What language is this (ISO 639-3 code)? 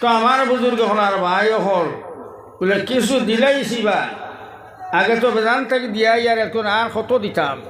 syl